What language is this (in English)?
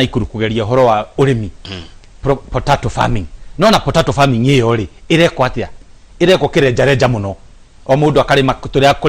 Kikuyu